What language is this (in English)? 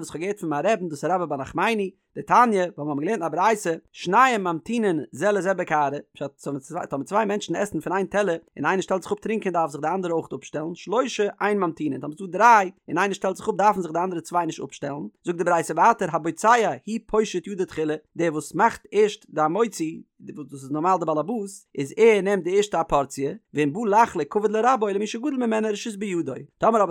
Yiddish